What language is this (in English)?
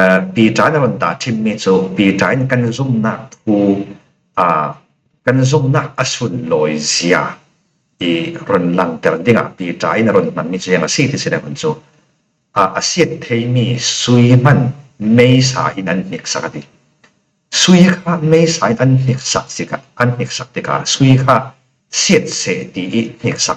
Falam Chin